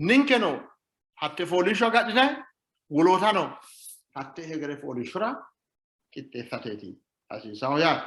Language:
Sidamo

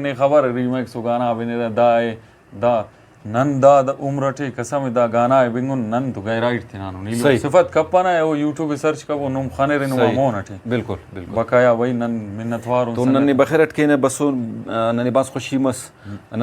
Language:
Brahui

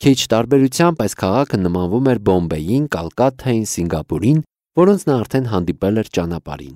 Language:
Armenian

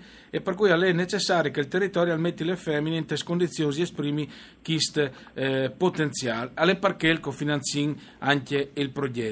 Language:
Friulian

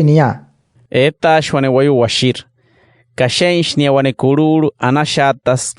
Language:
Wayuu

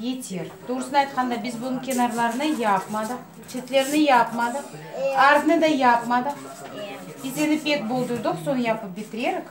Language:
Crimean Tatar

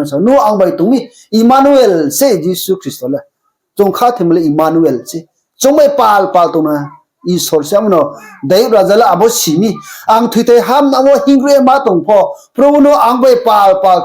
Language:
Riang (India)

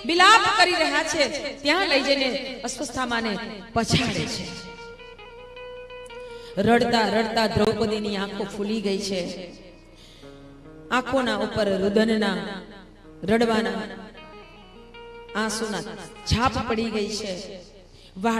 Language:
Gujarati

